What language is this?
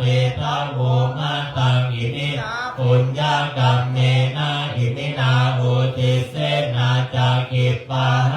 Pali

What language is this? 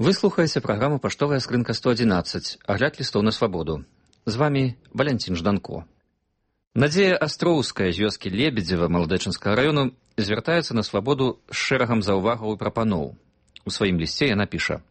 Belarusian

